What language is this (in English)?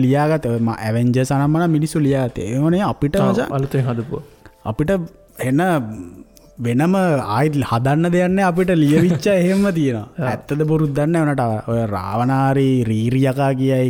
Sinhala